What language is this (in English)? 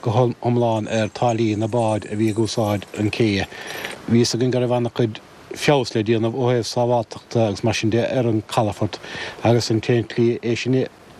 Irish